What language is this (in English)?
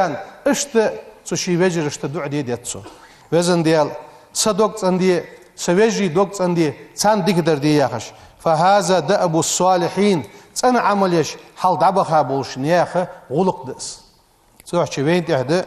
Ingush